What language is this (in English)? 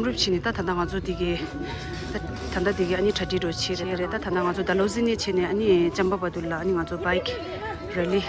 Tibetan